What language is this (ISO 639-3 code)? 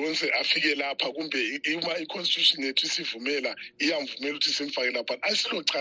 nde